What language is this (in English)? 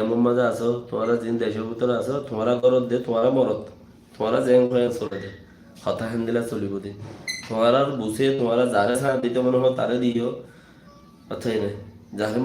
Rohingya